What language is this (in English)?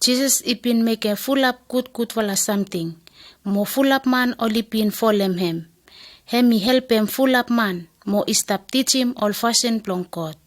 Bislama